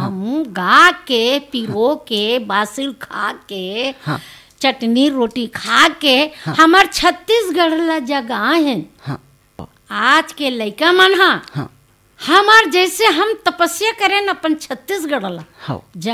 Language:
Chhattisgarhi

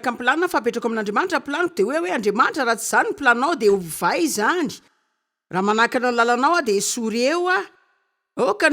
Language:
Malagasy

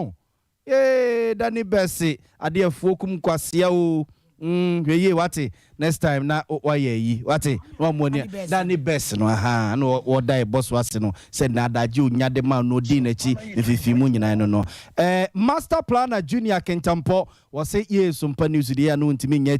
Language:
Akan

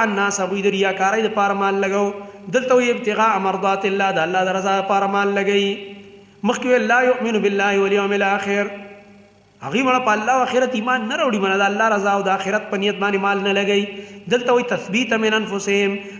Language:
Pashto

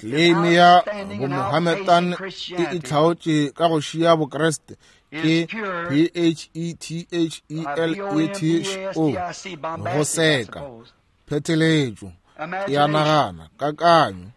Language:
Northern Sotho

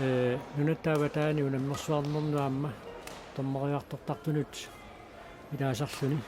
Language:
Kalaallisut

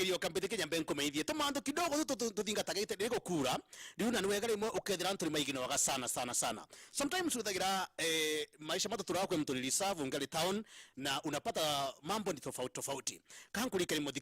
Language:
Meru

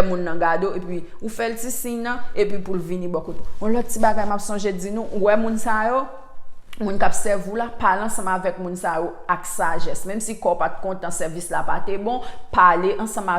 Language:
Haitian Creole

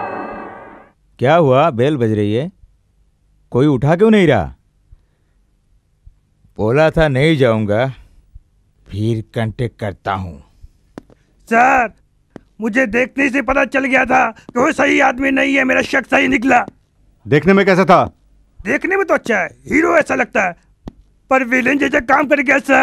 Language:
Hindi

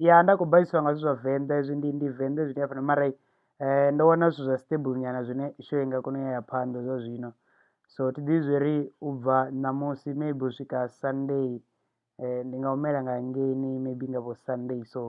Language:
Venda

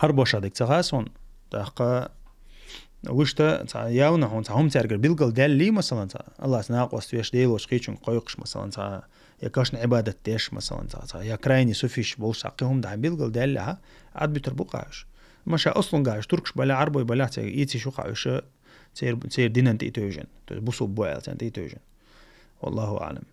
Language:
Chechen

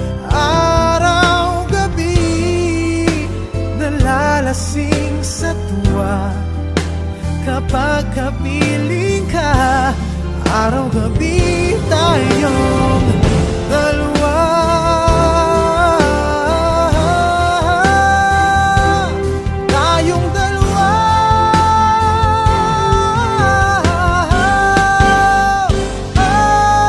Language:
Filipino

